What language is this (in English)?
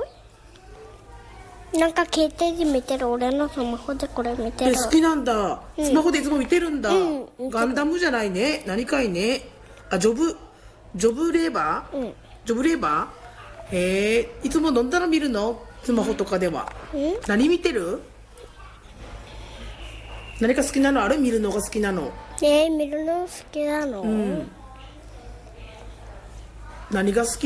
Japanese